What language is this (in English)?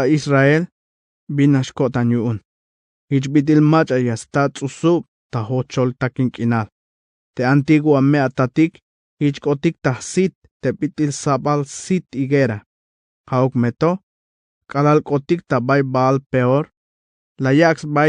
Tzeltal